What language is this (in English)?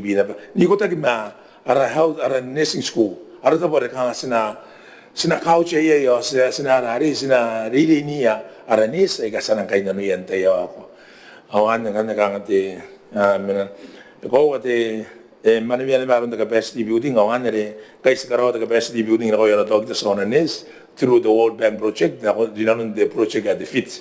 Gilbertese